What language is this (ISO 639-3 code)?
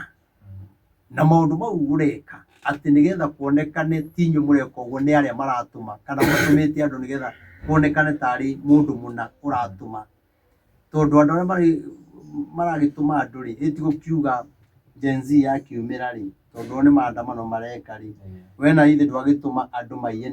kik